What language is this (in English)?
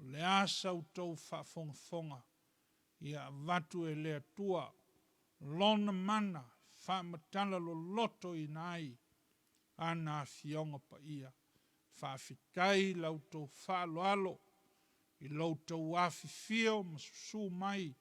Samoan